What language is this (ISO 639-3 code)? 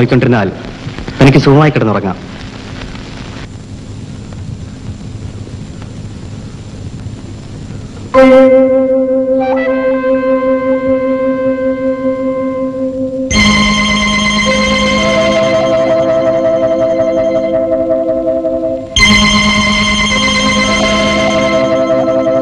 mal